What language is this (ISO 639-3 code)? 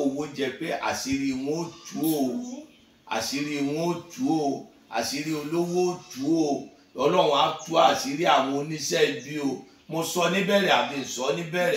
yor